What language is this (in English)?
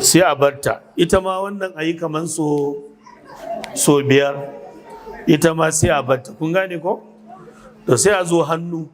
Hausa